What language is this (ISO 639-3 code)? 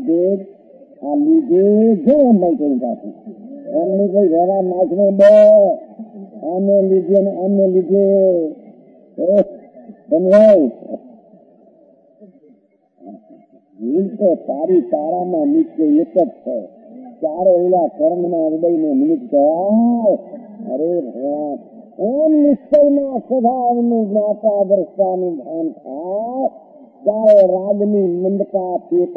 guj